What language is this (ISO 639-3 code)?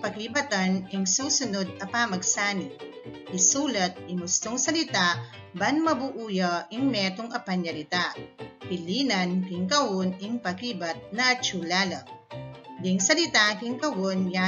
pam